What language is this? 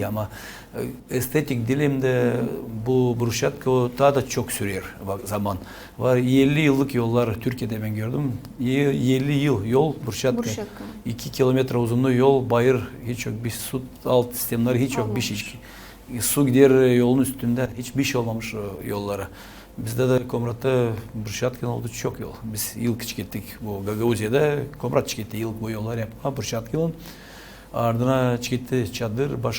Gagauz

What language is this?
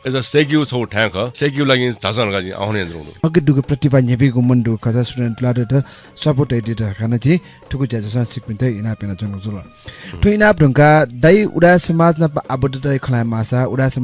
Newari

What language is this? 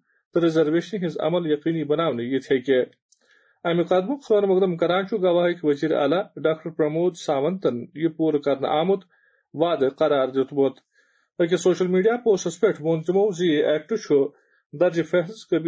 Kashmiri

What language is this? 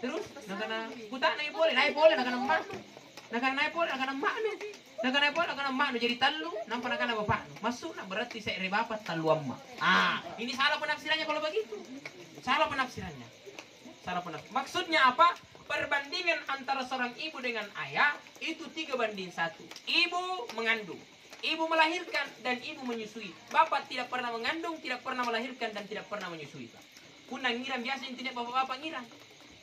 Makasar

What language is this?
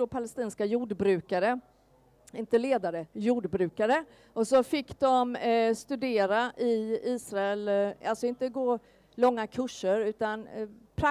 Swedish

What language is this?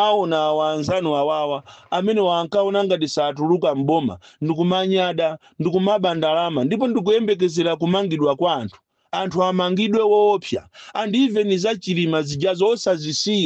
Nyanja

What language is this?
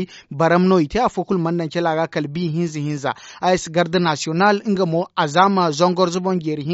Zarma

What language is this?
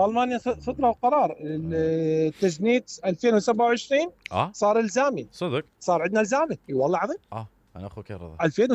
Mesopotamian Arabic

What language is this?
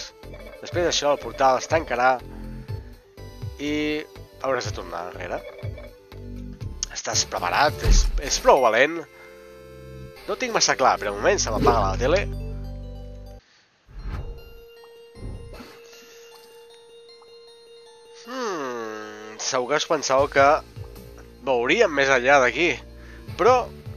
Catalan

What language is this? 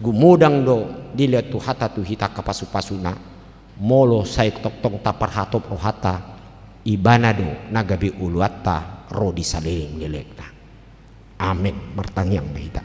Batak Toba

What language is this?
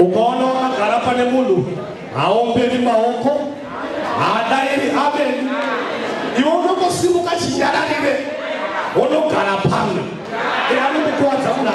Shona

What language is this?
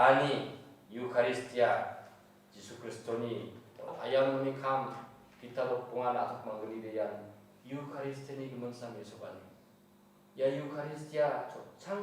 Garo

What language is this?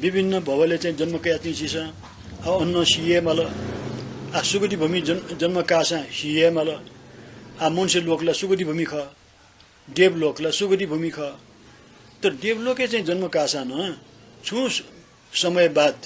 Newari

